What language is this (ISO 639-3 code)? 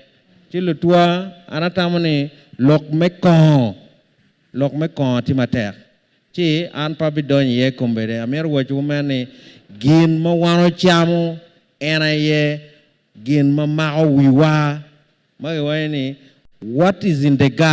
ach